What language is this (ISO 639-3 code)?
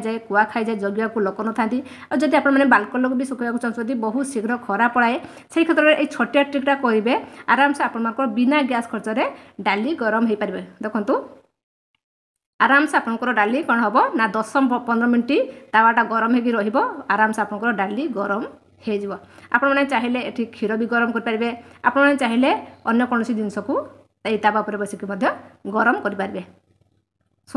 ori